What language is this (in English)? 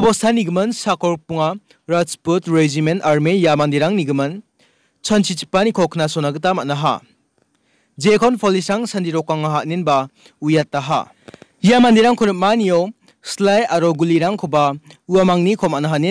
Garo